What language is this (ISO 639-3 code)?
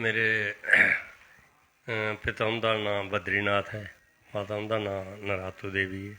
doi